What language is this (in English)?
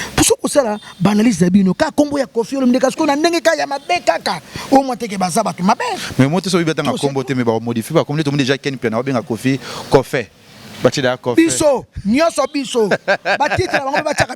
Lingala